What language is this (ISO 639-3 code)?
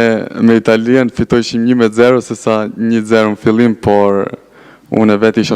sqi